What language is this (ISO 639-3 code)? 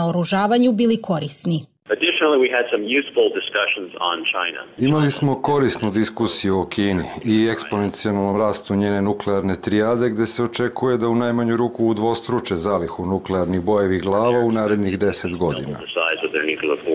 srp